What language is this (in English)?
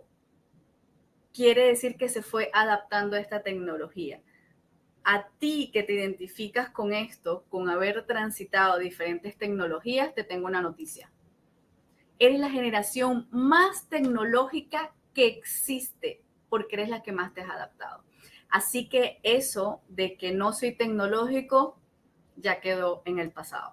Spanish